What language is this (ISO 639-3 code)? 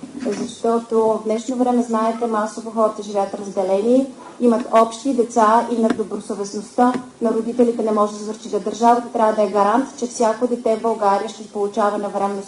bul